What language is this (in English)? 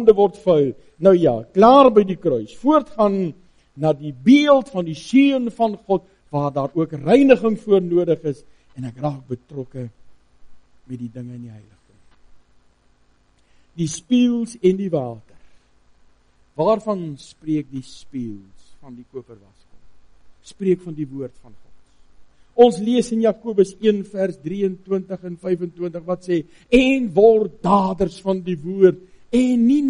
Afrikaans